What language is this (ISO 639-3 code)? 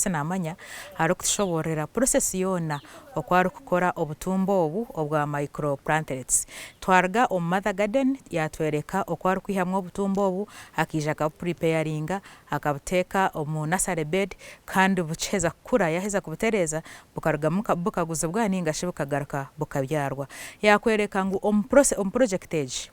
nyn